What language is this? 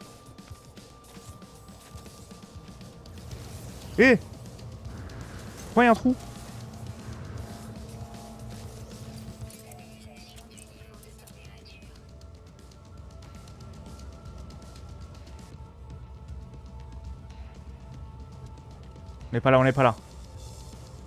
French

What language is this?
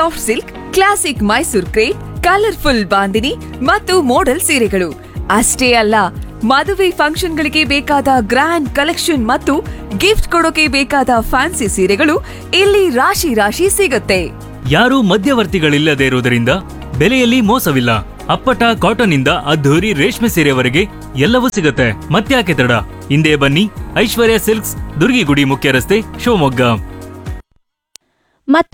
Kannada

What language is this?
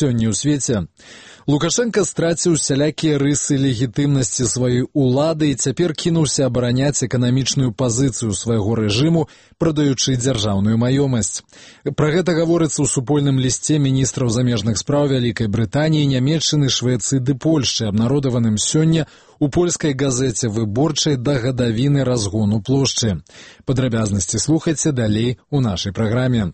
Belarusian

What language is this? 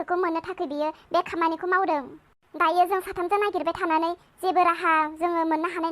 Bodo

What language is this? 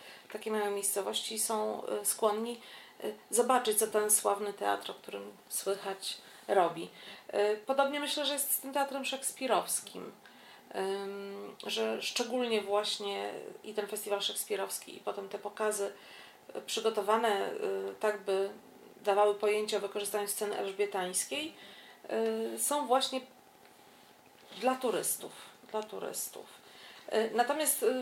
Polish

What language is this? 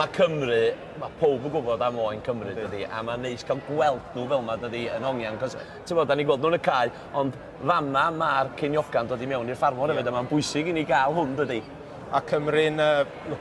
Welsh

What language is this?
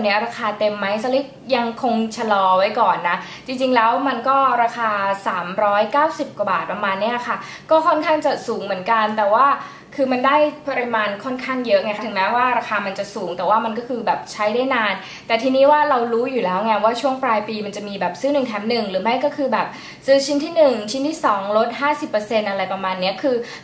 Thai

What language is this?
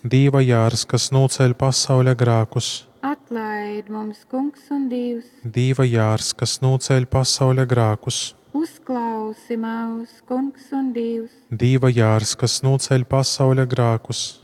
Latgalian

